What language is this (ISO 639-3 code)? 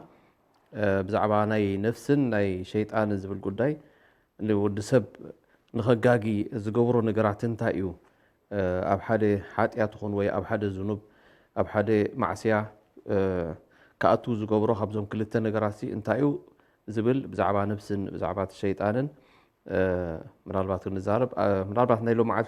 tir